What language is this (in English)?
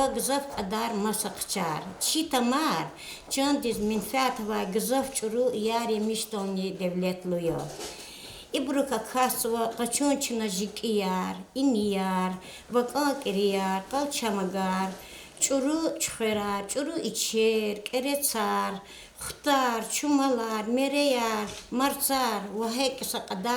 Lezghian